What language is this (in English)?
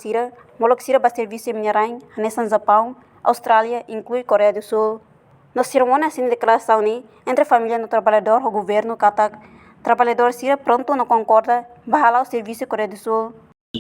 Tetum